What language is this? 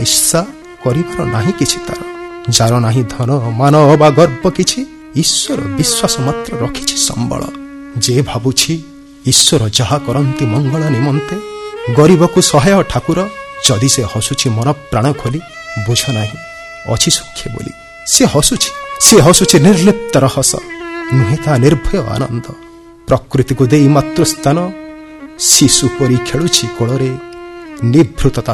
Odia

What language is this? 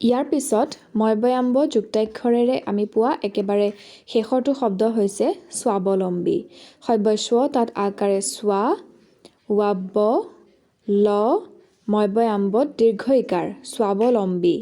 Assamese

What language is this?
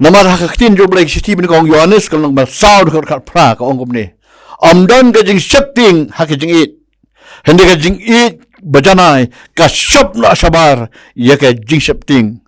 Khasi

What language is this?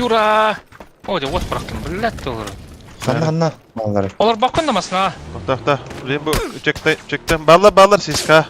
Yakut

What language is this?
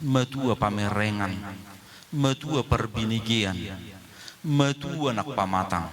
Batak Toba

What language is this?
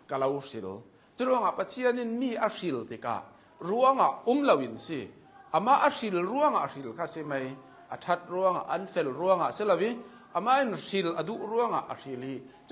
Hakha Chin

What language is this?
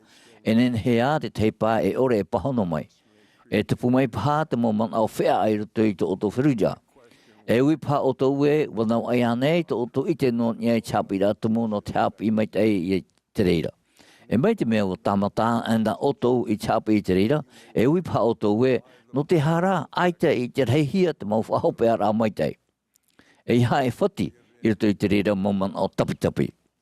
Tahitian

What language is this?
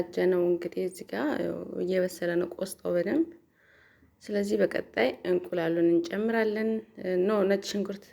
Amharic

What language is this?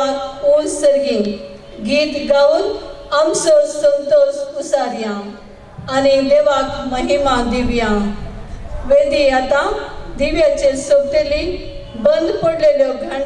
Konkani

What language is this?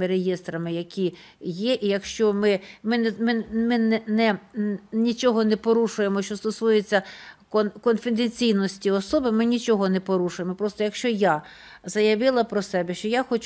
Ukrainian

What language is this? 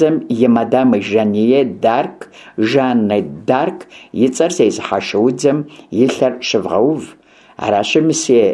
Kabardian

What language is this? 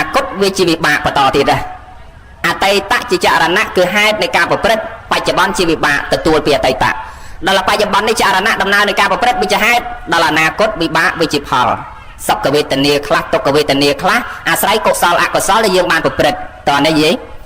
Khmer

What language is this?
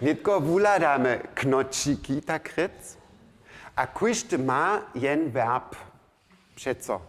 Upper Sorbian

